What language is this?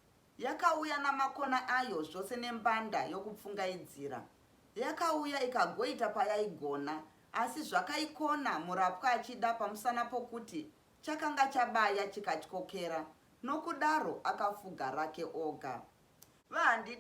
Shona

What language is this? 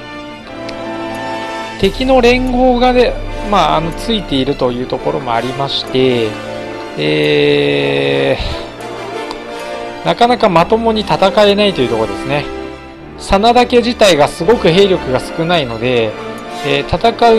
Japanese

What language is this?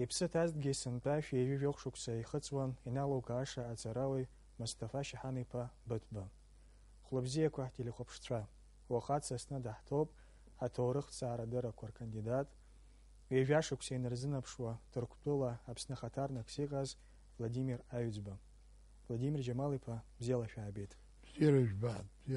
Abkhazian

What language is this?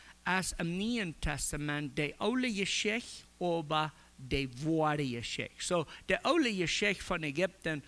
Plautdietsch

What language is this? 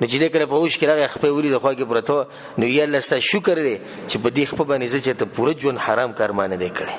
Pashto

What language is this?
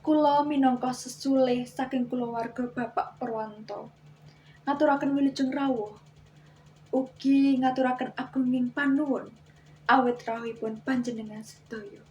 Javanese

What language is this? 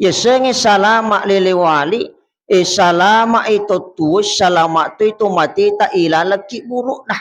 Buginese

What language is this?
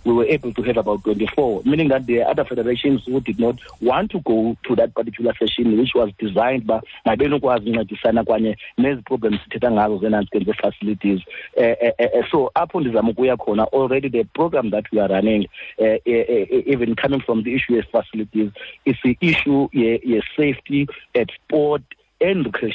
Xhosa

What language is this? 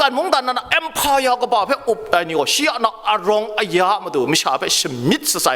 Kachin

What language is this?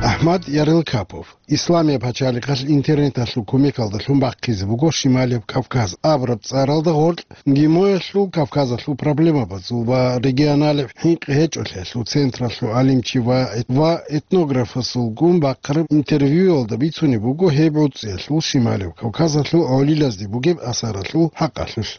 Avaric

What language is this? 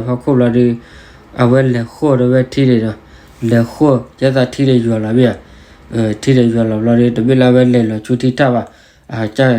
S'gaw Karen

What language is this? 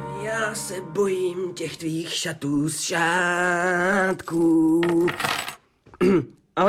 Czech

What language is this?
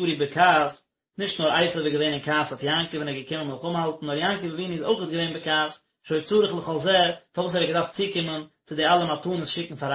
Yiddish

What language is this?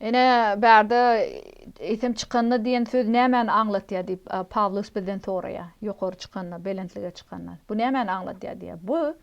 Turkmen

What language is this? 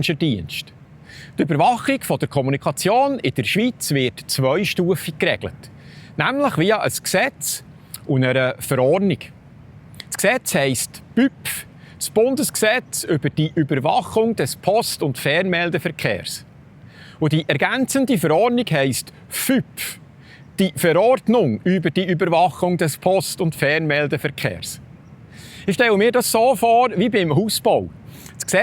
Swiss German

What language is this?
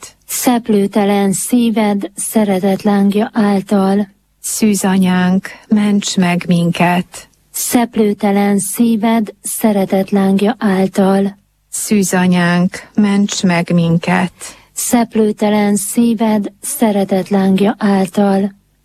Hungarian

